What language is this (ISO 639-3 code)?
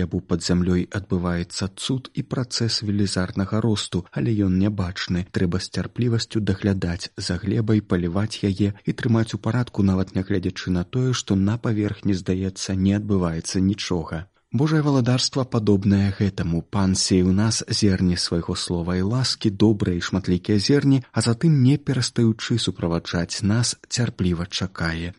bel